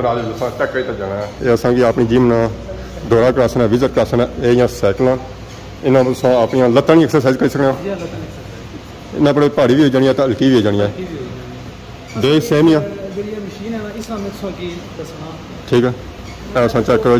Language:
Pahari-Potwari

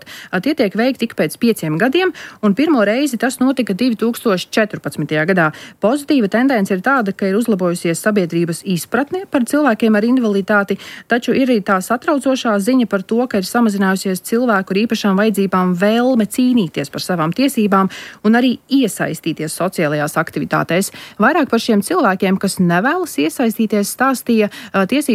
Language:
Latvian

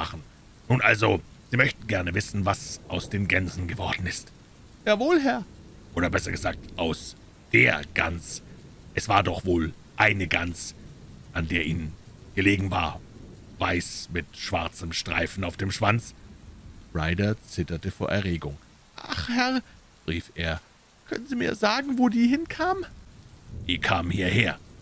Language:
German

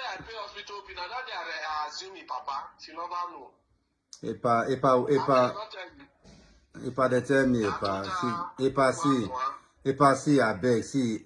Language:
Nigerian Pidgin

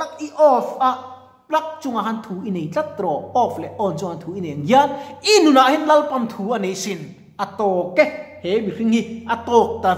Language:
Mizo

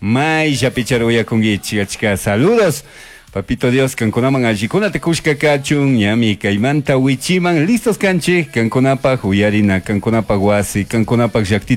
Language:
Chimborazo Highland Quichua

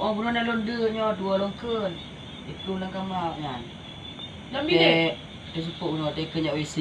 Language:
Achinese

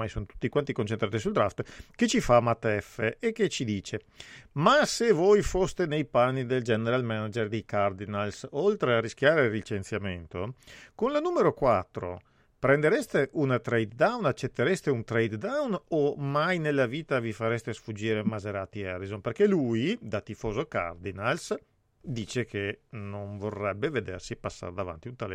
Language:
Italian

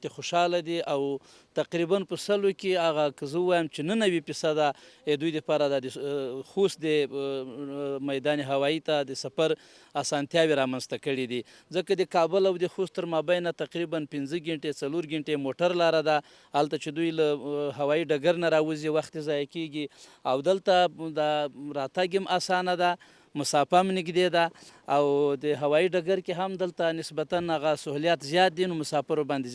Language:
Pashto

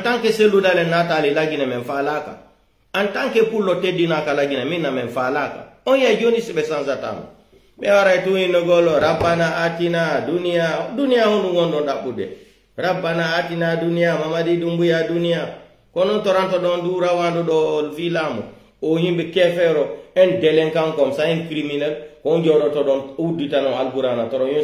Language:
Pular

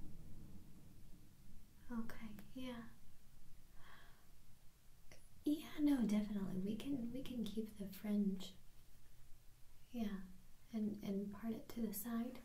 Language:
English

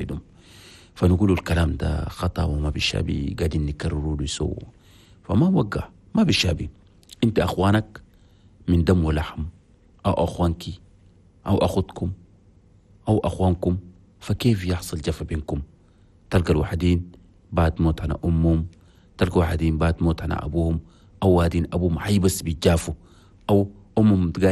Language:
Chadian Arabic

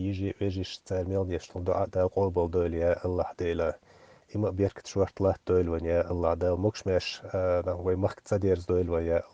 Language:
Chechen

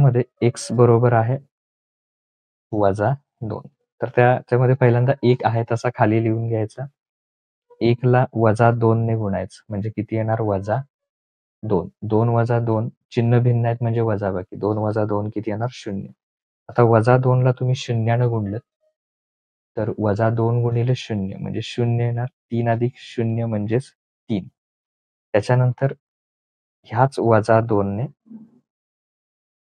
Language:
Marathi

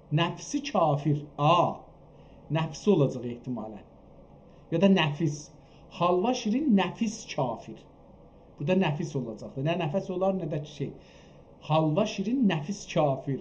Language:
South Azerbaijani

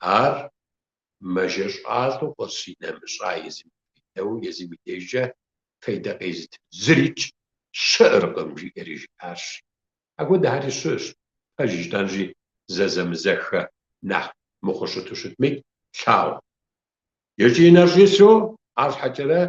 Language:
Kabardian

